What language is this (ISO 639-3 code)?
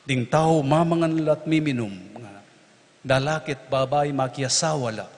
pam